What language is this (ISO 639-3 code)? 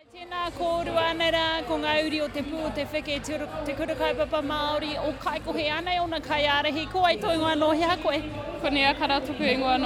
mri